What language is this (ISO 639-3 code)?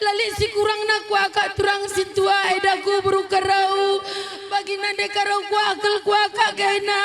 btx